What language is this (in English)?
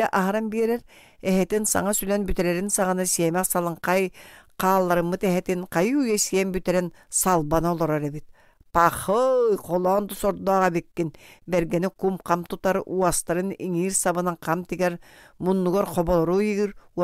Yakut